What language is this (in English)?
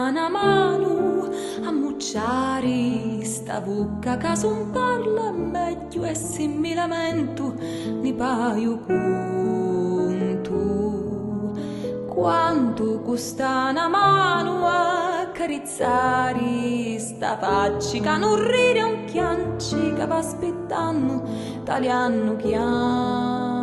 Sicilian